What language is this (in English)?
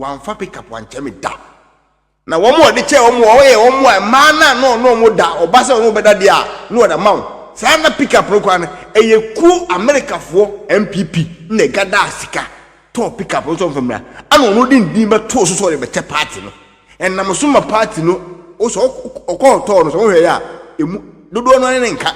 Akan